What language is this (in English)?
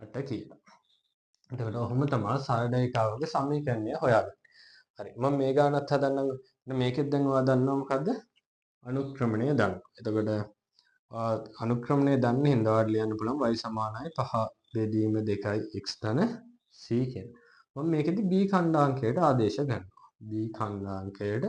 Sinhala